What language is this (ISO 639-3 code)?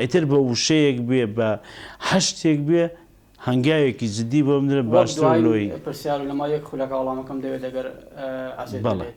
ckb